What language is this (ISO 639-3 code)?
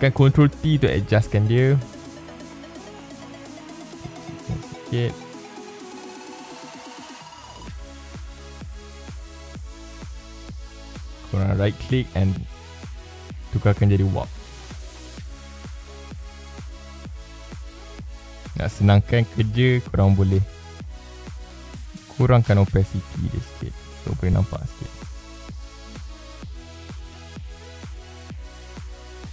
msa